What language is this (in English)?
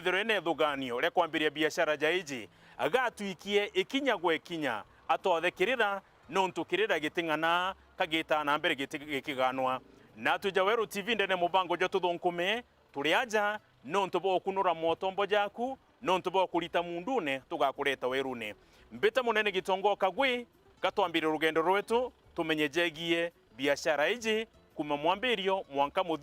Meru